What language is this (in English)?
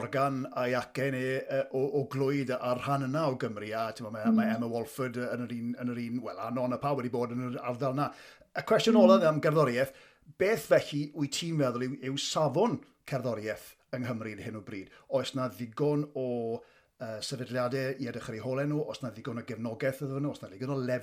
Welsh